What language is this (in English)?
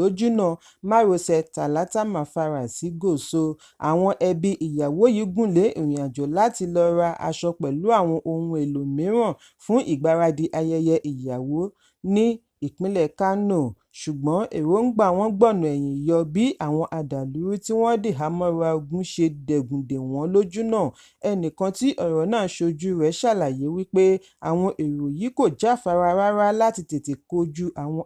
Yoruba